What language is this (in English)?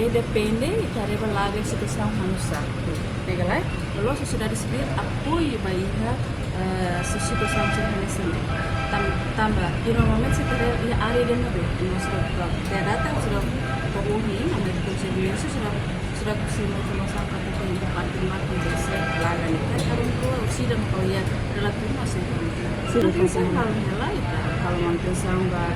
Tetum